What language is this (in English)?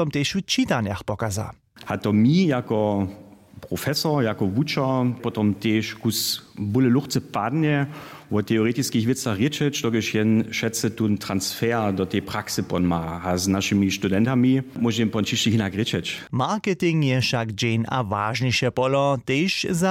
Upper Sorbian